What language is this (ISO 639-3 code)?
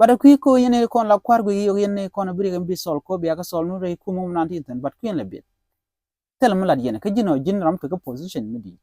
nus